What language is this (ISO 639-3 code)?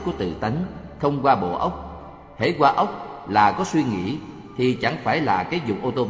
vie